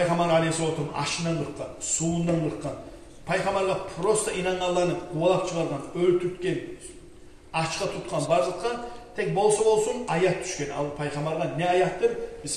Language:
Kumyk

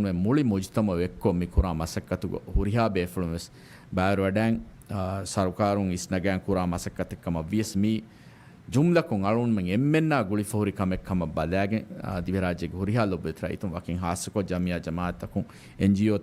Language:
Divehi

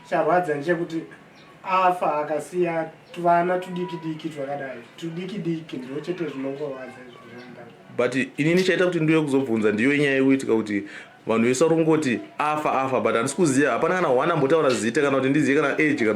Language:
Shona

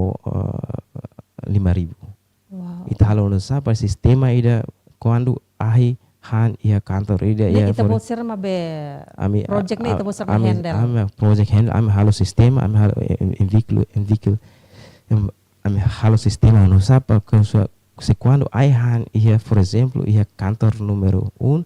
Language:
Tetum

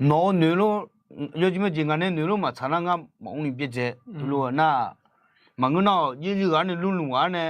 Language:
Akha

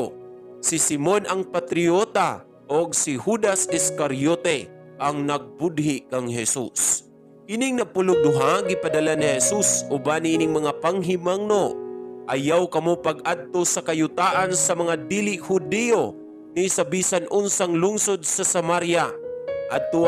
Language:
Cebuano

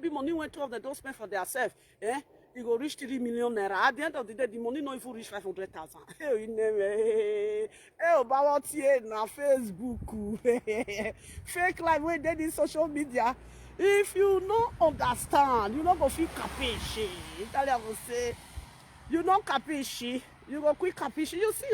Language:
Nigerian Pidgin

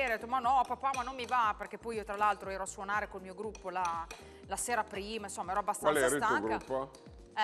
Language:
Italian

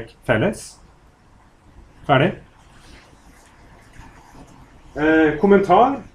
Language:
Norwegian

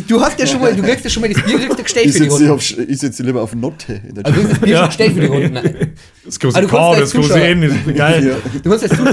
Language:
Bavarian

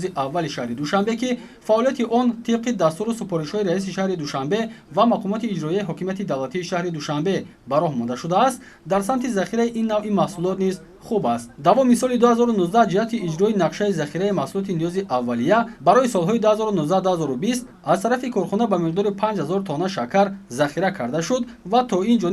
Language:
Tajik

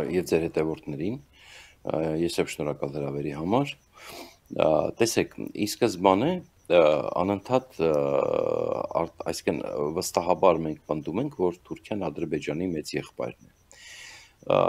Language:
Armenian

